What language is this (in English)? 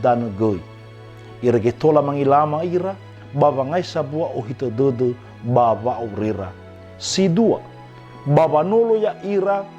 Nias